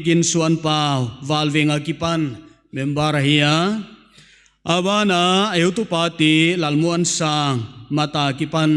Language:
Paite Chin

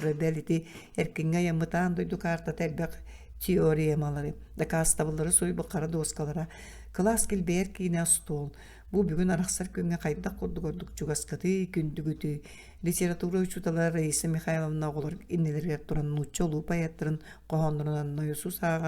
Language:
Yakut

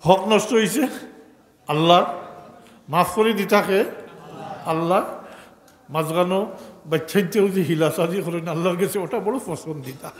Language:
Sylheti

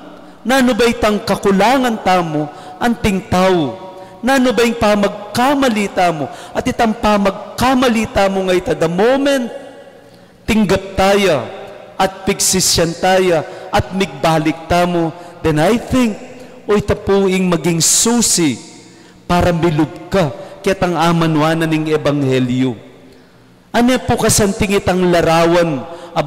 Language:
Pampanga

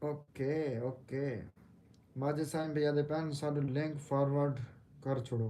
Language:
Saraiki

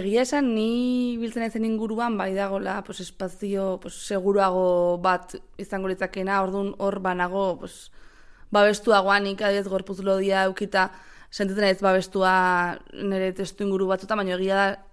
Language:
Basque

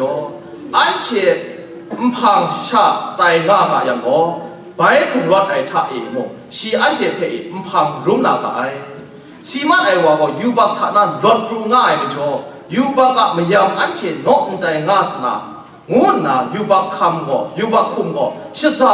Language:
Kachin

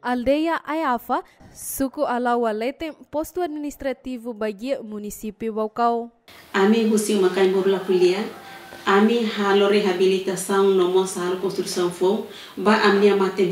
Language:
Tetum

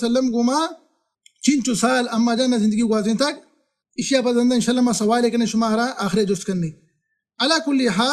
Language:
Baluchi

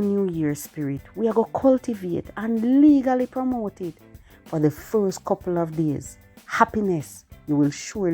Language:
Jamaican Creole English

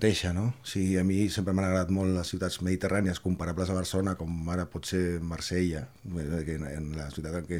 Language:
Catalan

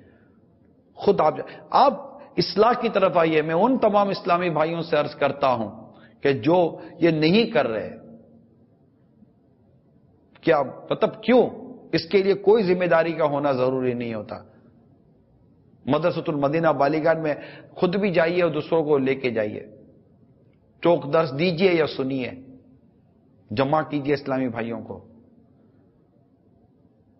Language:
Urdu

